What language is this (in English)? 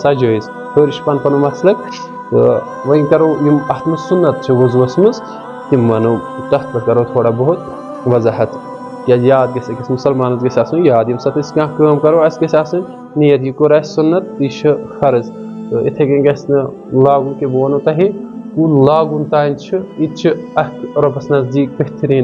Kashmiri